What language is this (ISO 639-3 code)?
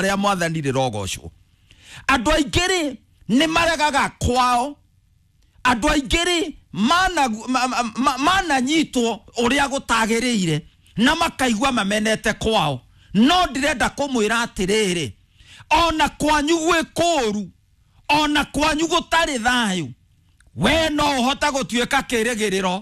kik